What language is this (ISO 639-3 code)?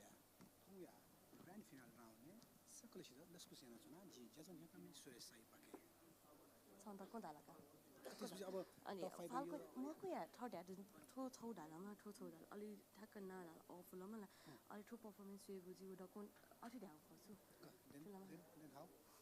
new